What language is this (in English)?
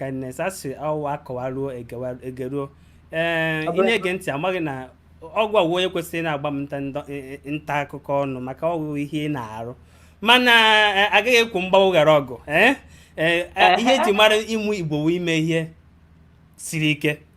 Igbo